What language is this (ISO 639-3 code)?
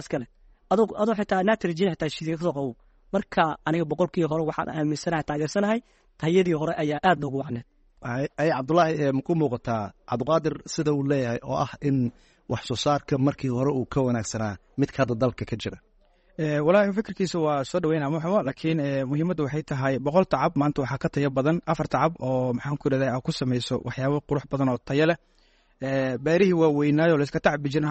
som